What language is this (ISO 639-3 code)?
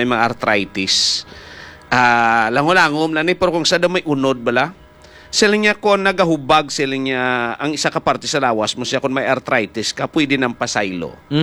hil